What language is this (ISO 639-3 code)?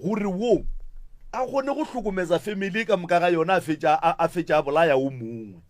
nso